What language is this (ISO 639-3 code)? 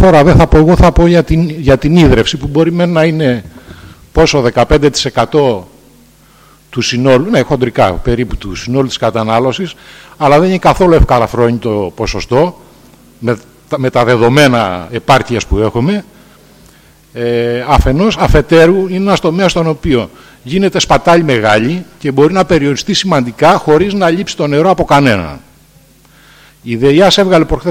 ell